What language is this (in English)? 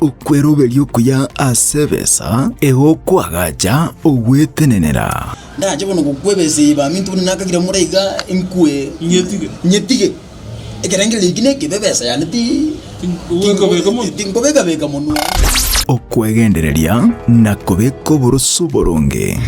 Gusii